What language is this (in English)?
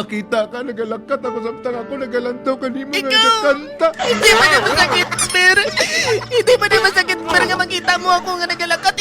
Hiligaynon